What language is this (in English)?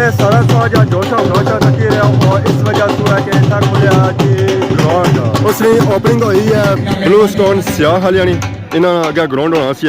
Pahari-Potwari